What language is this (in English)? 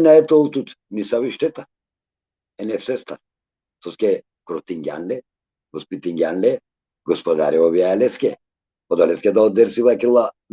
Balkan Romani